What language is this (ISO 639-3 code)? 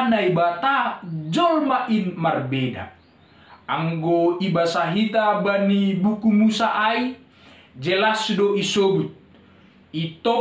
bts